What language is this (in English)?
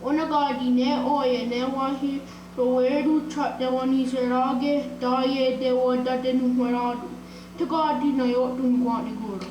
Mohawk